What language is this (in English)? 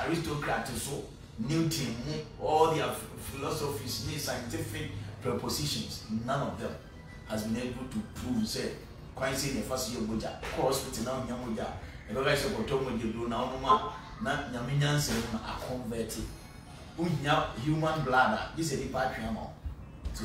English